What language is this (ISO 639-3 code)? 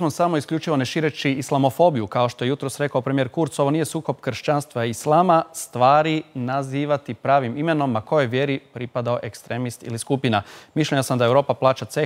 hrv